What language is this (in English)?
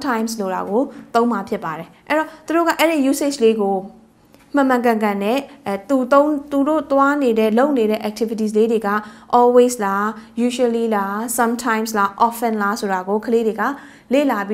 Burmese